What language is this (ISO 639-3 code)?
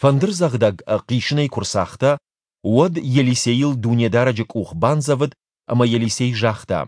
oss